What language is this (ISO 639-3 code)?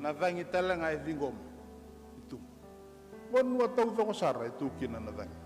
fij